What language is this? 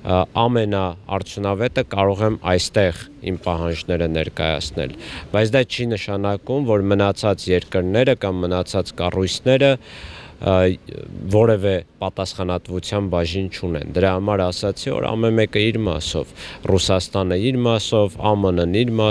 Armenian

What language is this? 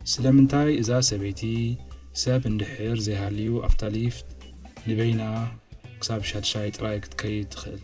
Tigrinya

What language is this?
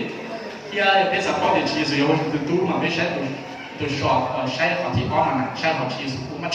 Hmong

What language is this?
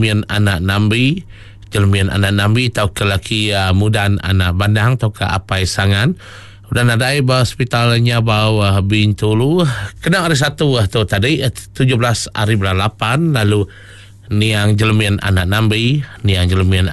Iban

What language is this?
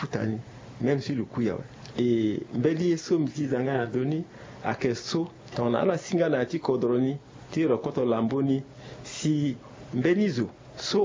Sango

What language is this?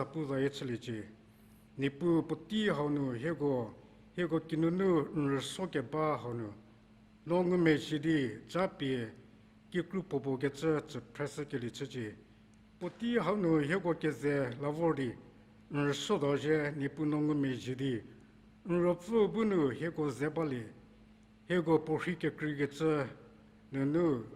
Angami Naga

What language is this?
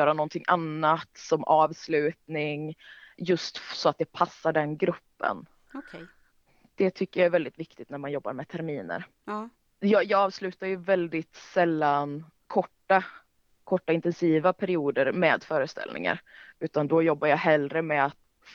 Swedish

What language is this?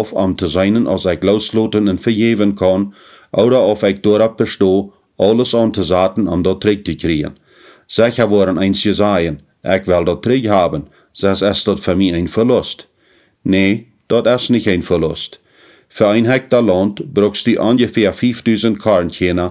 Plautdietsch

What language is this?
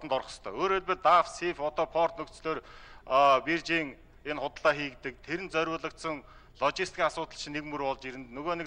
Mongolian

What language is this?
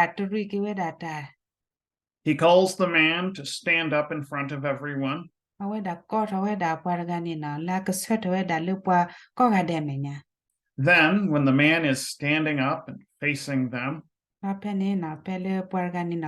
S'gaw Karen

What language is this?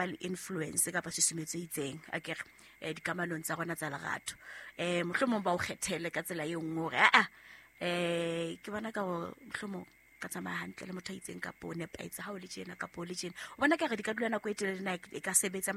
Southern Sotho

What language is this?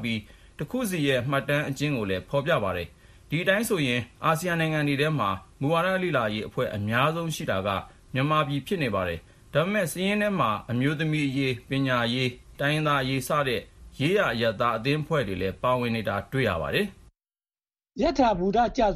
Burmese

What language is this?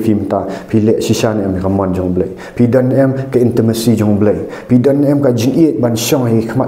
Khasi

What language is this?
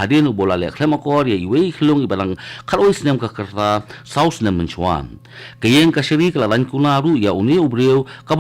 Khasi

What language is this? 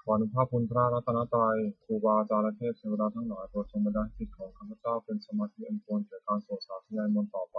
Pali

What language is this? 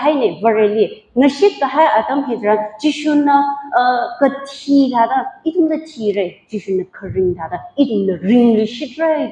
Tangkhul Naga (India)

